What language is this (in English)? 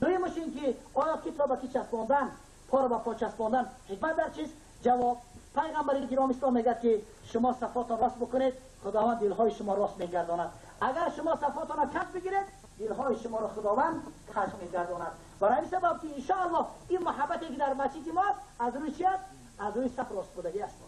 Tajik